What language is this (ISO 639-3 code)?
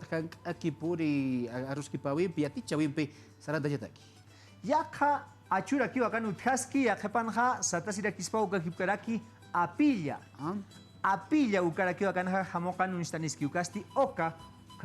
aym